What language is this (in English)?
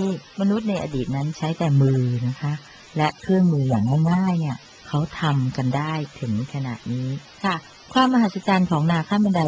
Thai